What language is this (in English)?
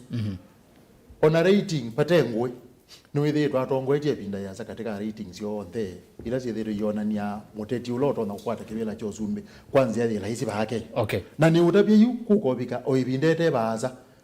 Kamba